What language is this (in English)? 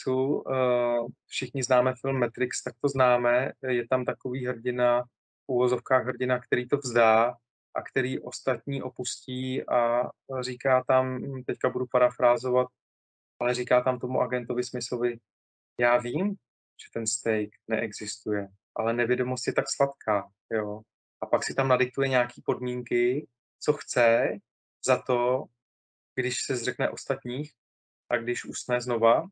Czech